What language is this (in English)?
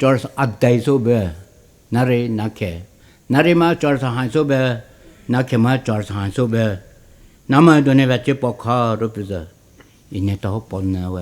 Poumei Naga